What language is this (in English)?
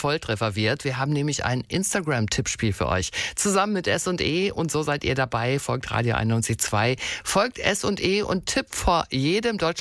German